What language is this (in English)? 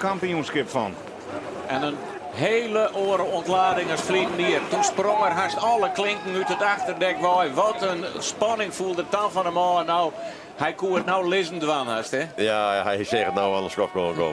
Western Frisian